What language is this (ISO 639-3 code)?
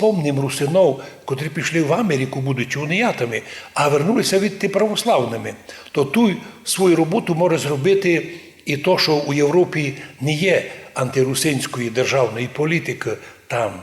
rue